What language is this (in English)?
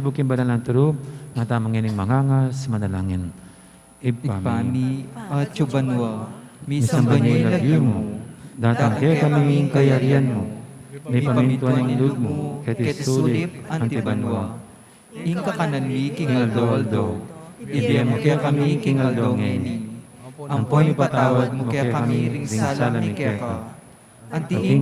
Pampanga